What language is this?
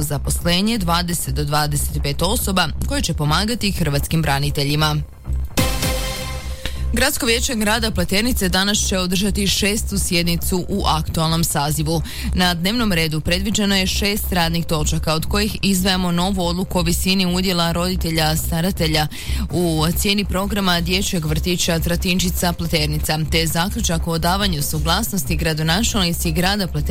Croatian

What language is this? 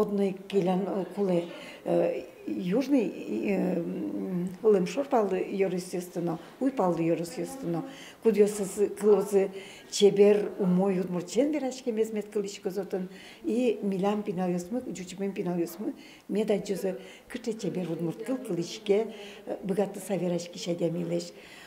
Udmurt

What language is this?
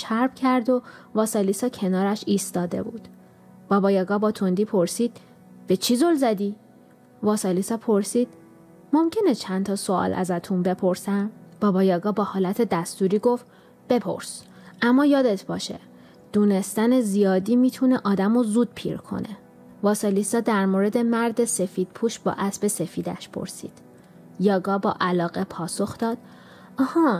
Persian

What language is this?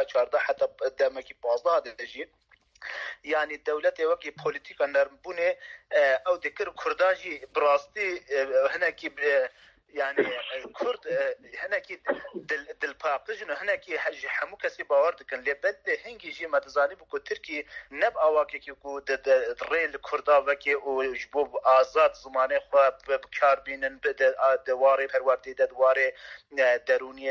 Kurdish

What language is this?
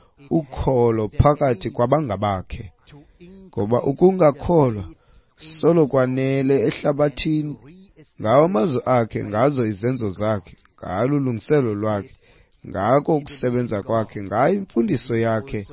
Xhosa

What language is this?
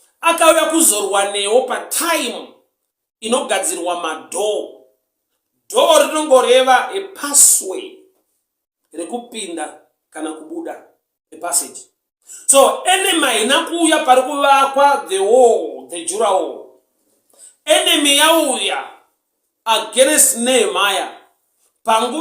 Shona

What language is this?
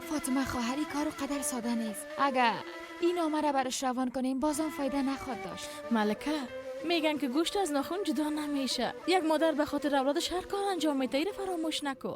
Persian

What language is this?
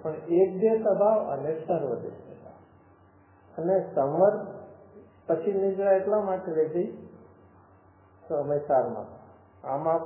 Gujarati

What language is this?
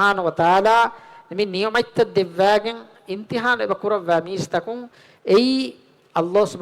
Divehi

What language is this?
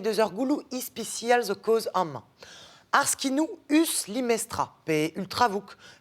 Breton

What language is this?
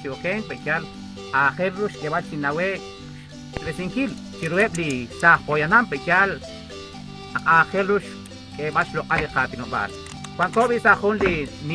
Kekchí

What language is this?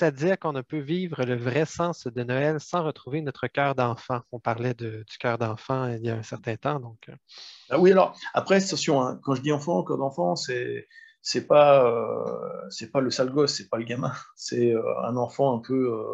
French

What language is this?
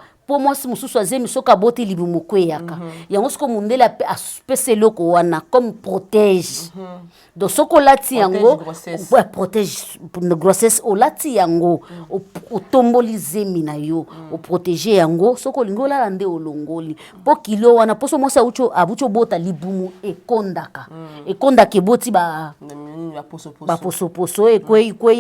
Lingala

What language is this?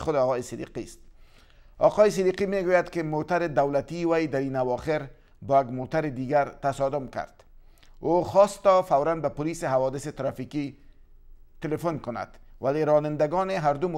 Persian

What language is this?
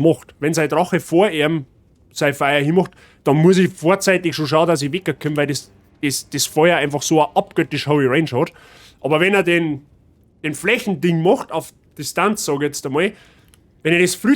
Bavarian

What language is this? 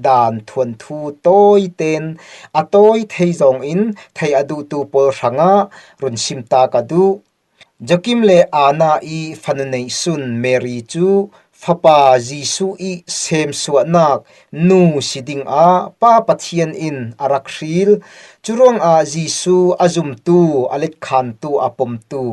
Falam Chin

